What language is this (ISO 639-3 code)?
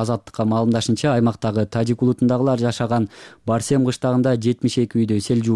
kir